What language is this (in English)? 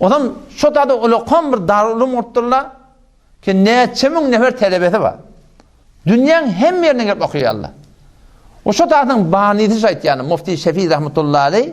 Turkmen